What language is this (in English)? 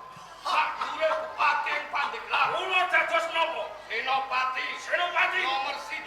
Javanese